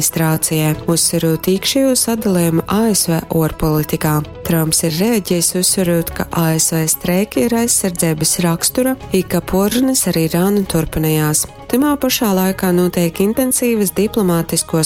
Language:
Latgalian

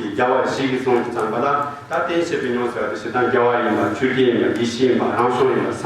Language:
Tibetan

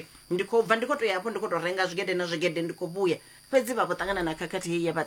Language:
Venda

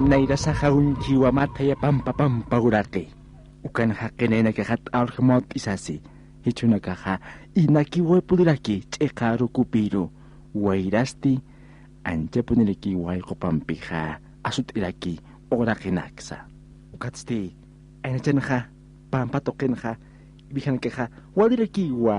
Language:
Aymara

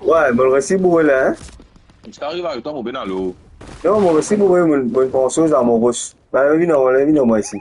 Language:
Morisyen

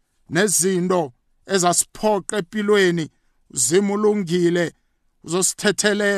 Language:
South Ndebele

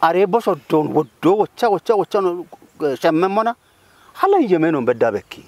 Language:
Kafa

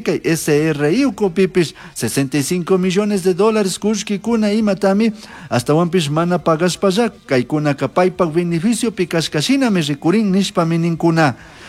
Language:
Chimborazo Highland Quichua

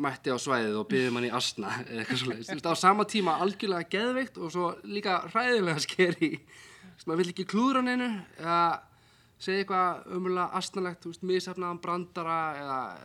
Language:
Icelandic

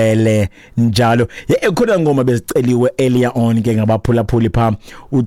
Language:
Xhosa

